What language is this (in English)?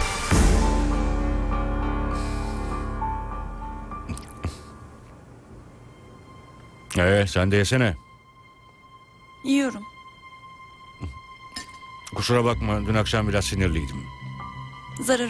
Turkish